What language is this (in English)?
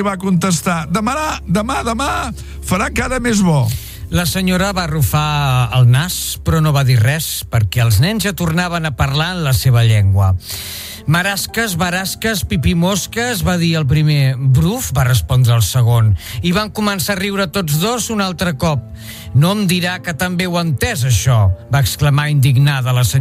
Catalan